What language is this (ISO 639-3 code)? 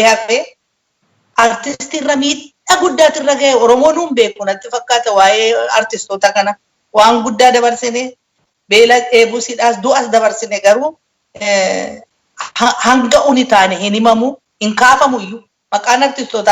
orm